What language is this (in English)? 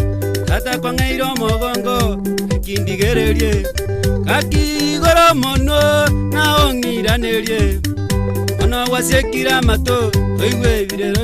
Gusii